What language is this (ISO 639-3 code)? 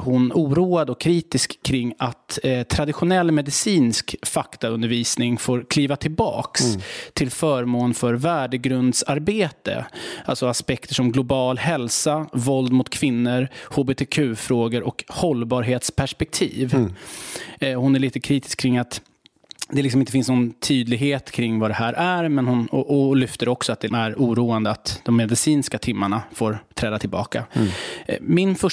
swe